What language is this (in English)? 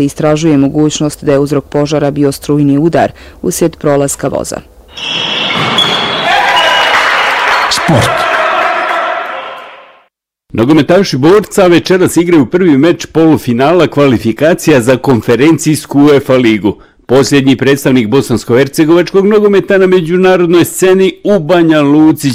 Bosnian